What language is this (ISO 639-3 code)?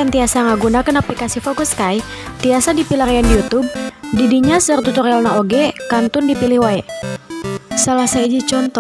sun